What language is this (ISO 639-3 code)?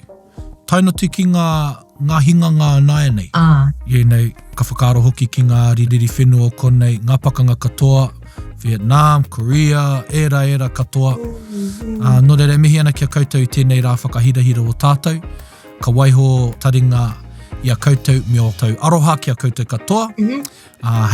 mri